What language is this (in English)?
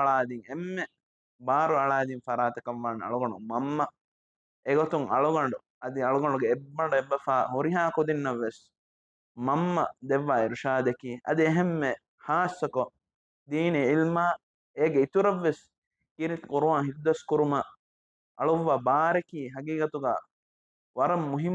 Divehi